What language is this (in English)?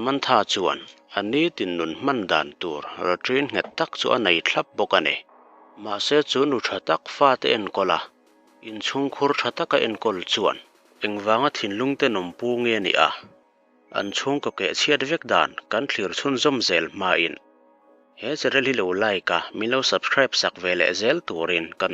Mizo